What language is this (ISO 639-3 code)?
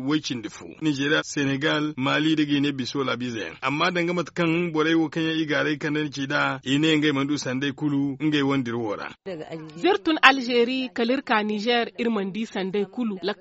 dje